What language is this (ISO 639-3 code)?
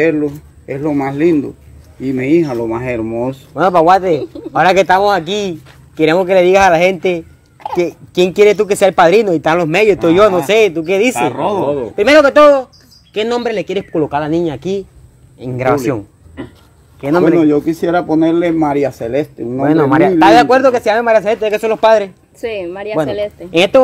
spa